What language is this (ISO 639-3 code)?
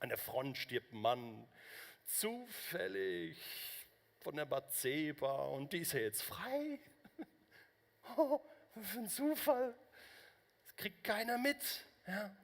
gsw